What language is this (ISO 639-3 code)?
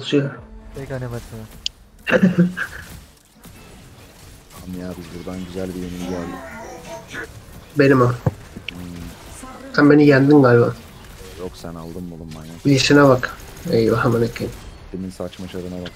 tur